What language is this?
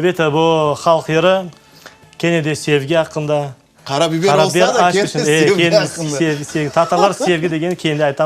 Crimean Tatar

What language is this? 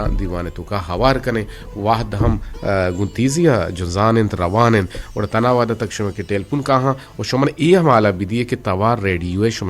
Eastern Balochi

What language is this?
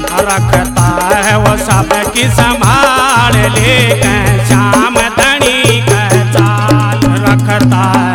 Haryanvi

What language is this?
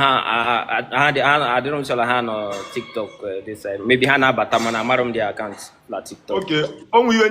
Igbo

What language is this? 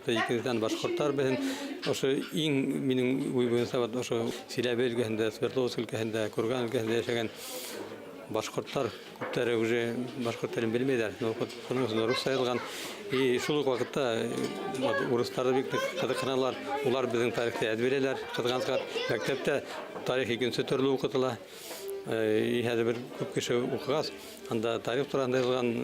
Bashkir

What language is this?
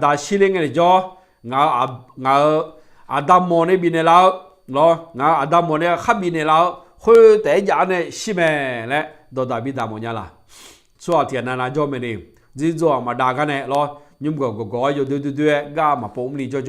Akha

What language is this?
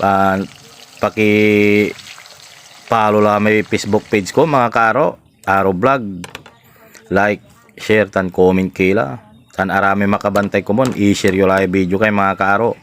Pangasinan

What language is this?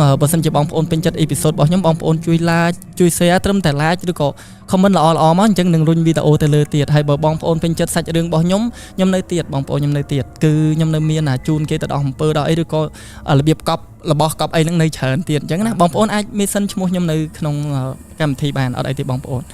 Khmer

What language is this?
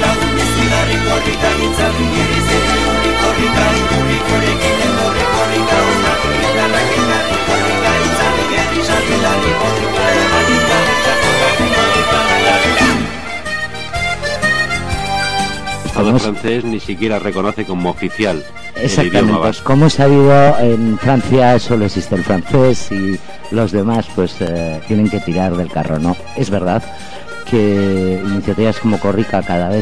Spanish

